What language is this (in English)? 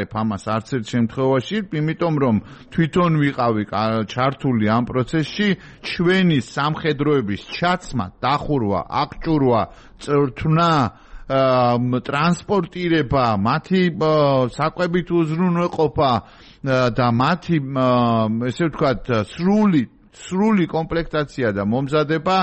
Georgian